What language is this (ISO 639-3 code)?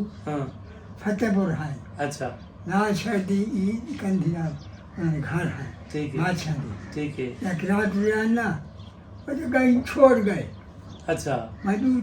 skr